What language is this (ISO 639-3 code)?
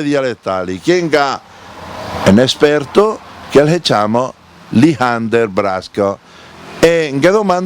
lmo